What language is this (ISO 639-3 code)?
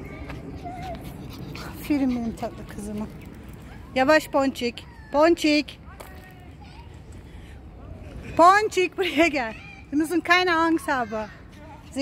tur